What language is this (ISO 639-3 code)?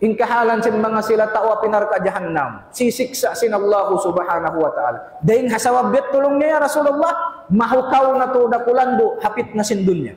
tsg